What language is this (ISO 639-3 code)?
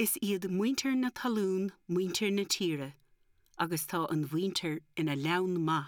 gle